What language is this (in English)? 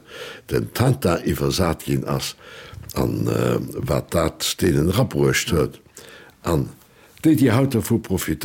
Luxembourgish